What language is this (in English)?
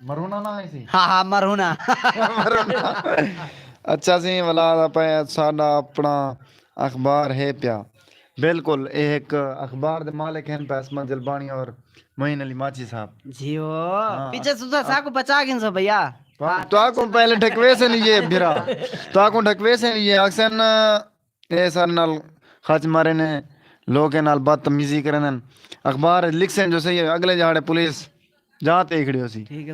Saraiki